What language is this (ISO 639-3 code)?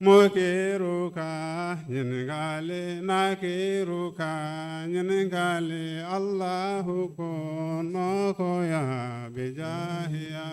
bam